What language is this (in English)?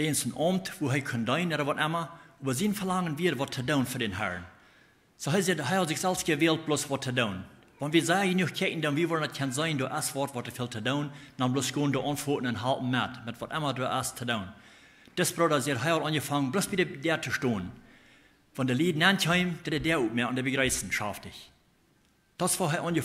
Plautdietsch